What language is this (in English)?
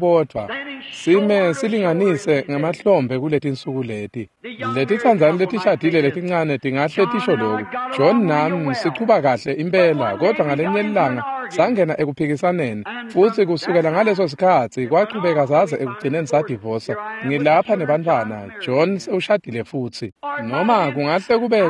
Swati